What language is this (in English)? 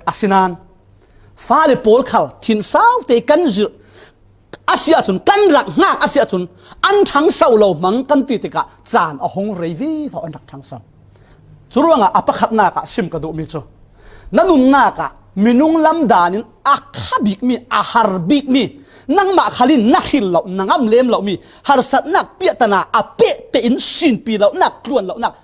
Falam Chin